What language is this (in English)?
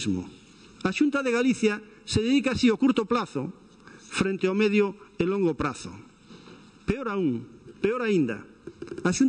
Galician